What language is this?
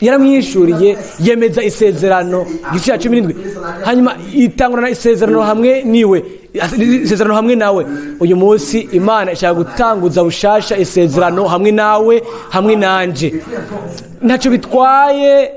Rundi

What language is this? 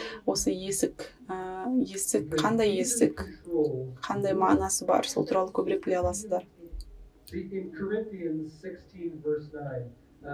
Kazakh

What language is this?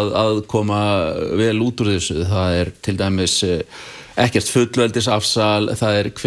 Icelandic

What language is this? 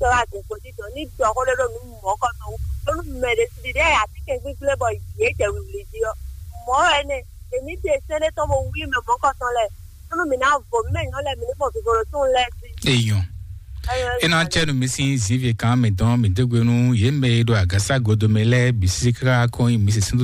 Fon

